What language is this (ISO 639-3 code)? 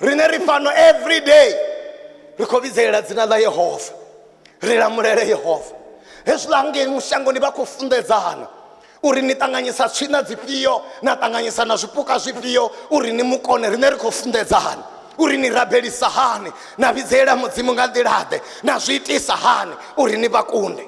ven